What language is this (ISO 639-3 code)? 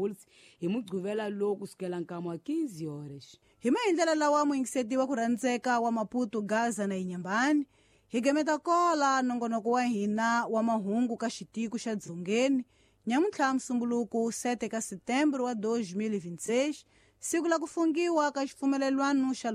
tso